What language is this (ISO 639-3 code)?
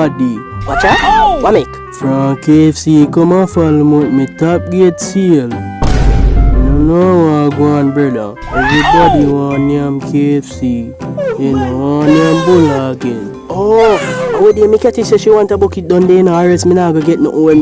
jam